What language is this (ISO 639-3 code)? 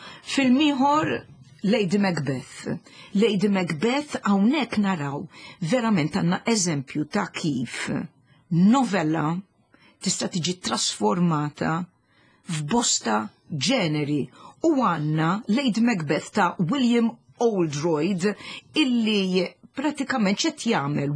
mlt